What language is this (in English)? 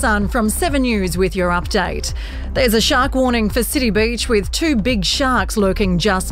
English